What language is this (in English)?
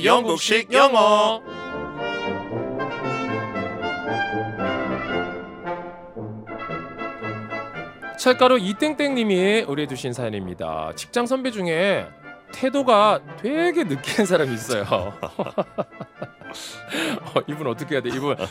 Korean